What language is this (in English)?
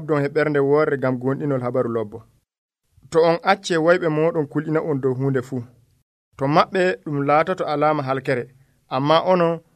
Nigerian Fulfulde